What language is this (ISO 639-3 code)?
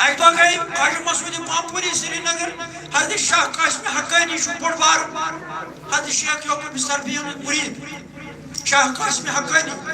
kas